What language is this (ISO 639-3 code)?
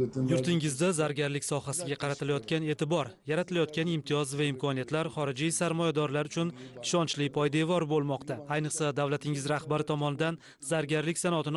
uzb